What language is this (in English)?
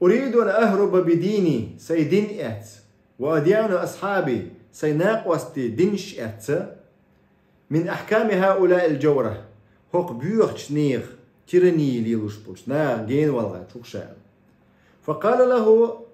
Chechen